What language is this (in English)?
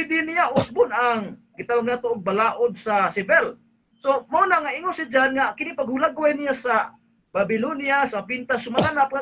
Cebuano